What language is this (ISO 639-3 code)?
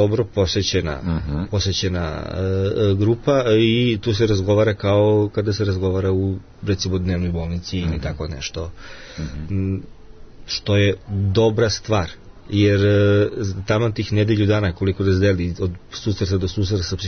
srp